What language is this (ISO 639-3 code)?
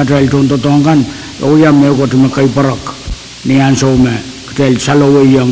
pon